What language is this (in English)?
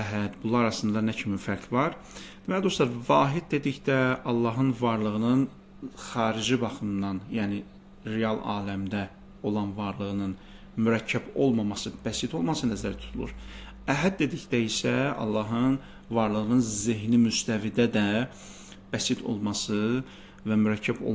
Azerbaijani